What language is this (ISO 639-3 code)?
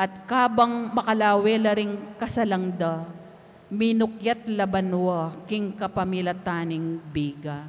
pam